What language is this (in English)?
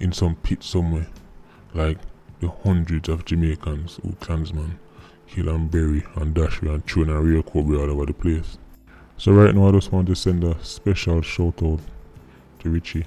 Jamaican Creole English